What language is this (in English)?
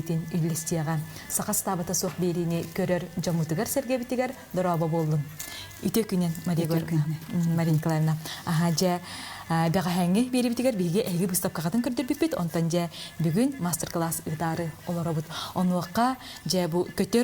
Yakut